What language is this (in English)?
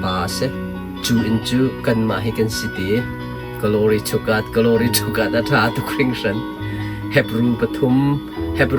Hakha Chin